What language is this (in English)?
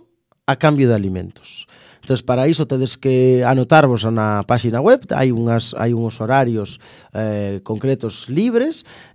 Galician